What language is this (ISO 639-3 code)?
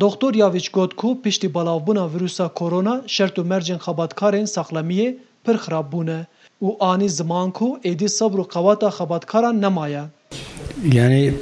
kur